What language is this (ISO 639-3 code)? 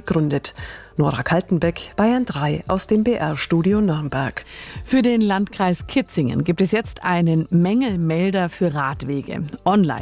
deu